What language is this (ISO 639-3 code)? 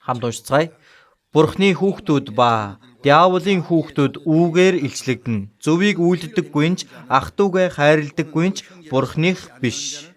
mon